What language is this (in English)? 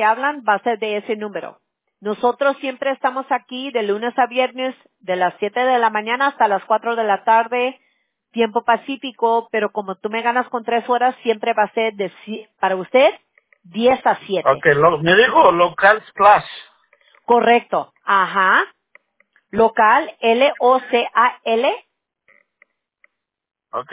Spanish